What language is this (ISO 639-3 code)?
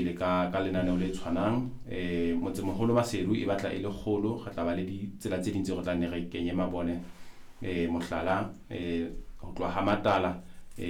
sot